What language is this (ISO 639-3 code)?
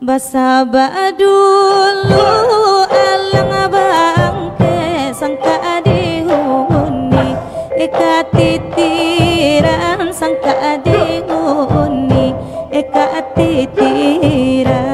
min